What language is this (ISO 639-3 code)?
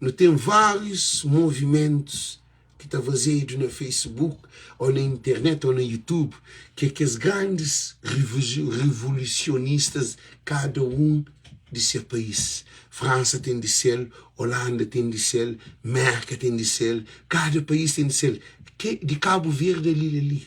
kea